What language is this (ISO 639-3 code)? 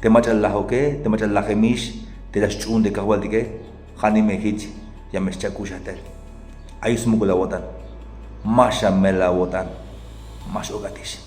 tzh